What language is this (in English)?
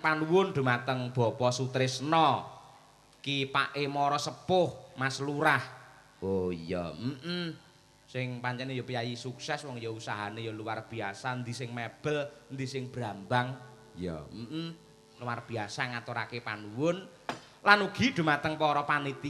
Javanese